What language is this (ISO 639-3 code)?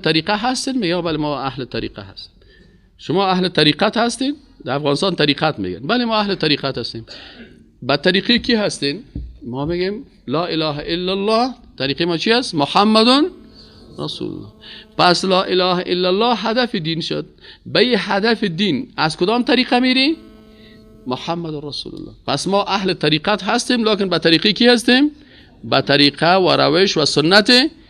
fas